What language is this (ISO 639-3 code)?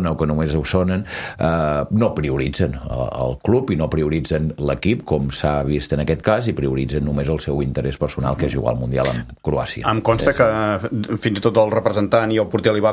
cat